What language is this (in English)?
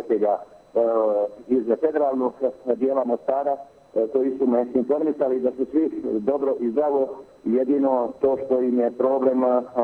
Bosnian